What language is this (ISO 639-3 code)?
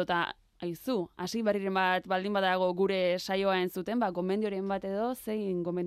eus